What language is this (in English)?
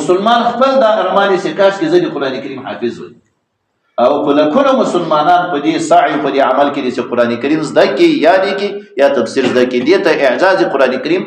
Pashto